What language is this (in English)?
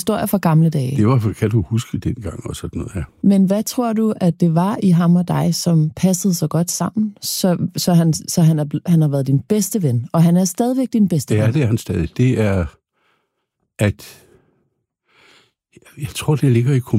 Danish